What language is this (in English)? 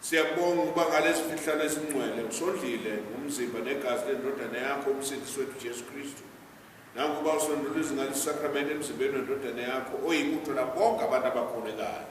Zulu